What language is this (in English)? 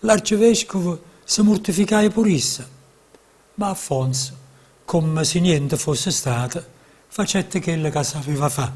Neapolitan